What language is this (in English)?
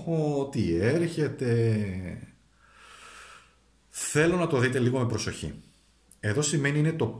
Greek